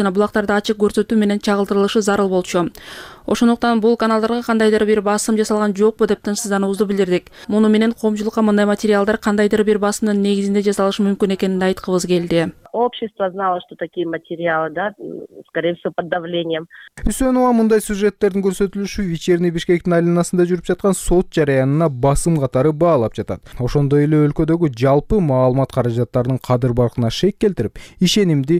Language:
Kyrgyz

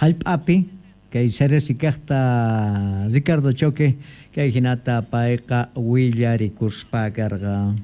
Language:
Quechua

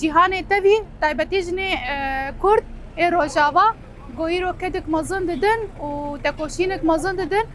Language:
Kurdish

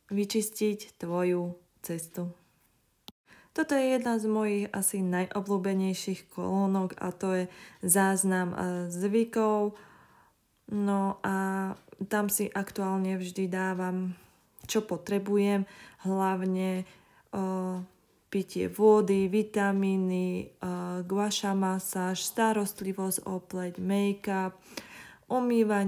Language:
Slovak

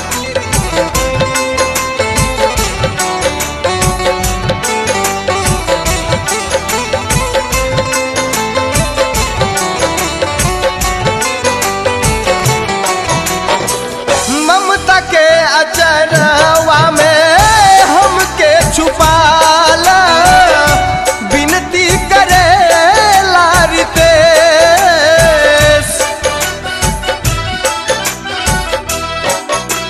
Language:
Bhojpuri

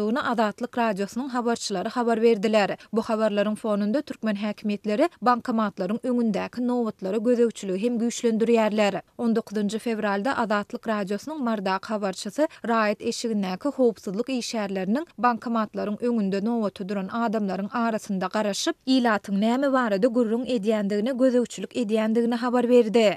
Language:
Turkmen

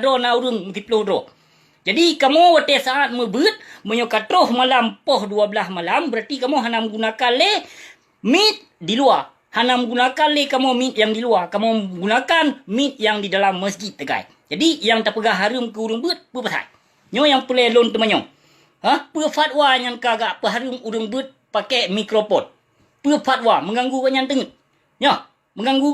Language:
Achinese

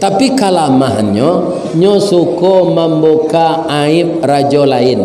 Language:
Minangkabau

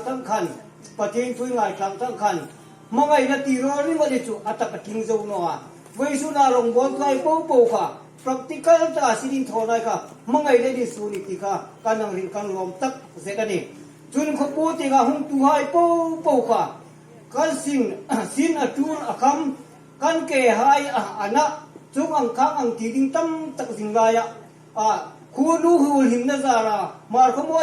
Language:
Hmar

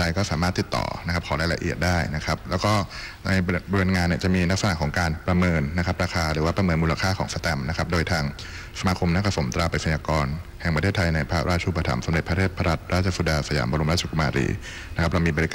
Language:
Thai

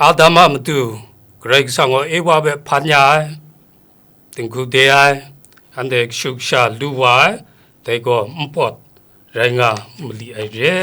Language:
Kachin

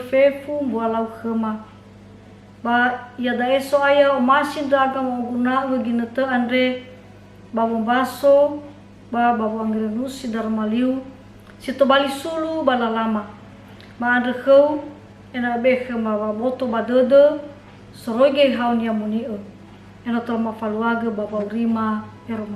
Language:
Nias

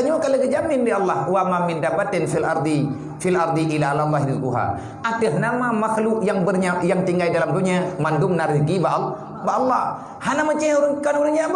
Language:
Achinese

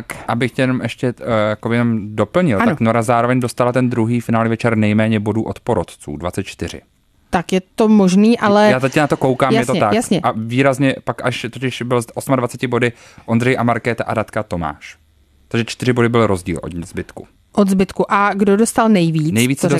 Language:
Czech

